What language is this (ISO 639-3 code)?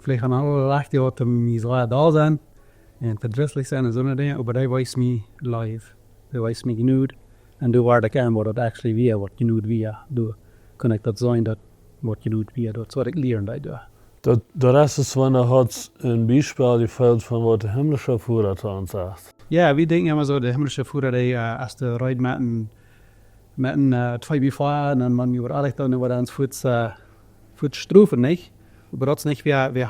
pdt